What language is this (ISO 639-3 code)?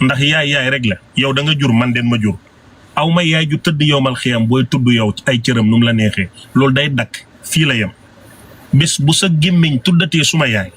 wol